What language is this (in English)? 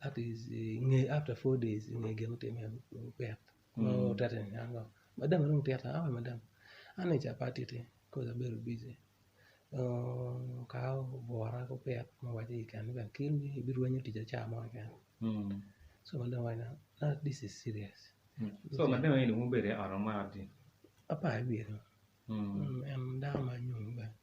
Acoli